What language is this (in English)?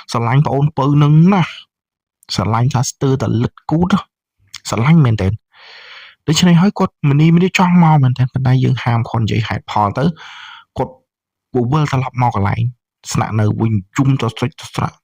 Khmer